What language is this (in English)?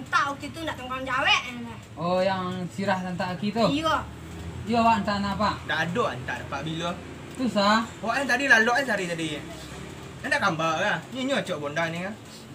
Minangkabau